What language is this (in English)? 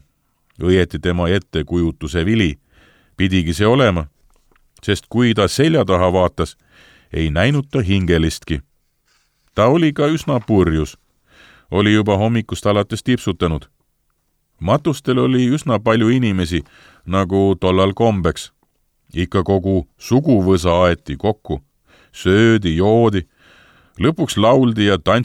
Estonian